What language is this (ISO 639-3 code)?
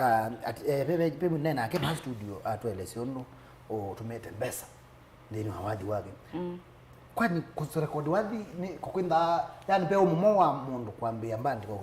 kam